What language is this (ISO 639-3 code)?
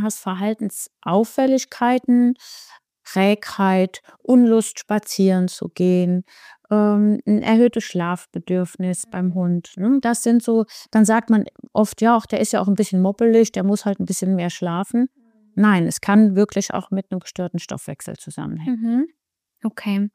deu